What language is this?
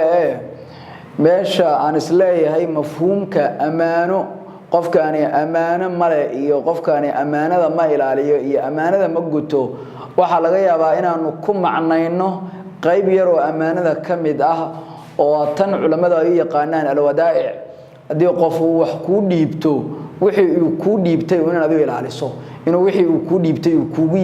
Somali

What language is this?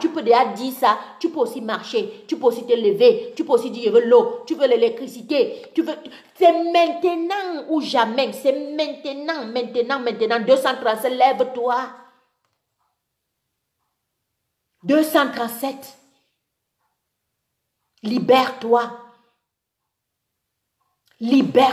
French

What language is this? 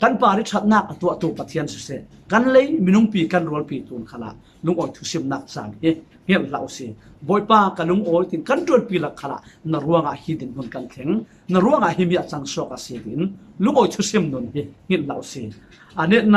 Falam Chin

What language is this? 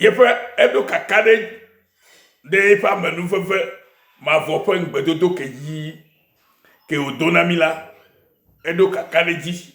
Ewe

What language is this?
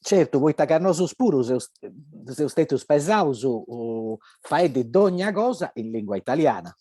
Sardinian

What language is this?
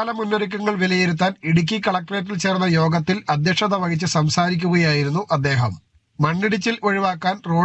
Malayalam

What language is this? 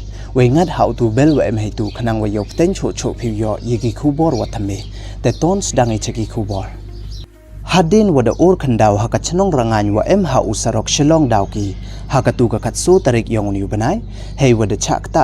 Pnar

